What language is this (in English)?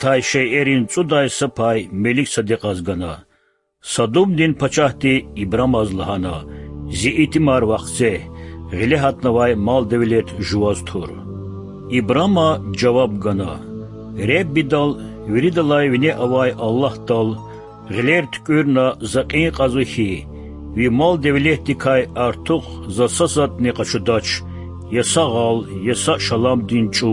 Lezghian